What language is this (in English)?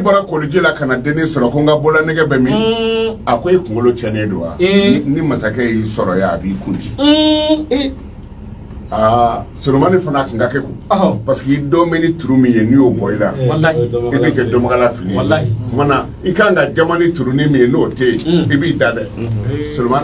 Bambara